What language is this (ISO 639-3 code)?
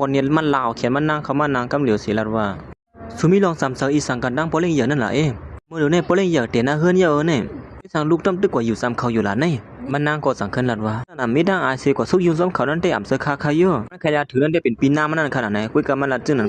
shn